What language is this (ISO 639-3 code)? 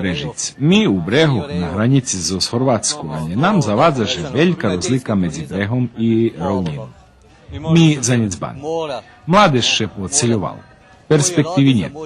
rue